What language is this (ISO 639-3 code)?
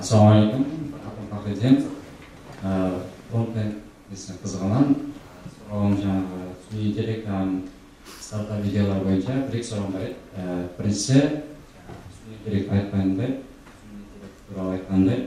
kaa